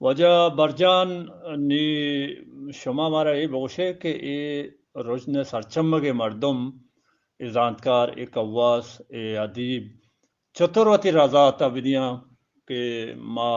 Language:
Eastern Balochi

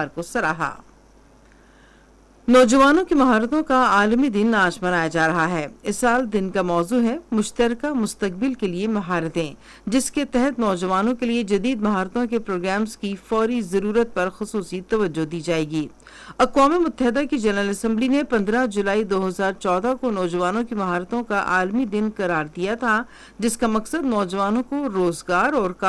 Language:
Urdu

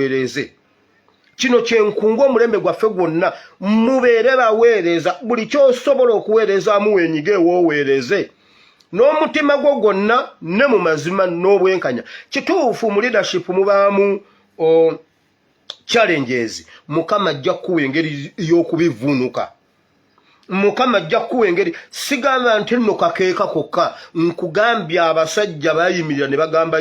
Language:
Ganda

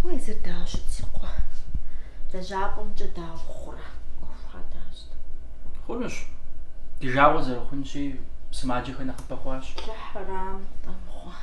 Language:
Kabardian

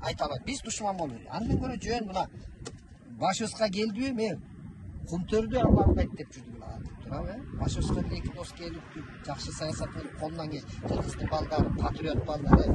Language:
Kyrgyz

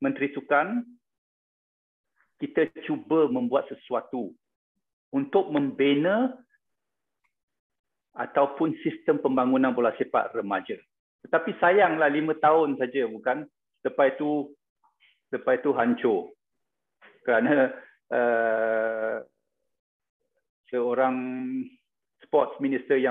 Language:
Malay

